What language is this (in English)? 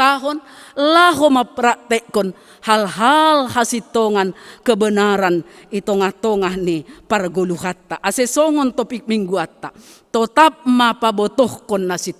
Batak Simalungun